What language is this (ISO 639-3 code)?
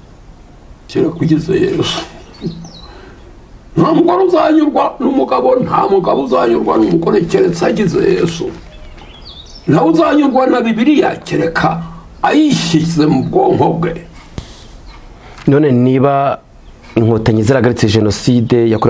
kin